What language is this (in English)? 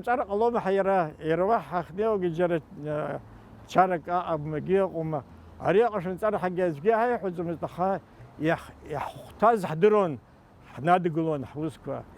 Abkhazian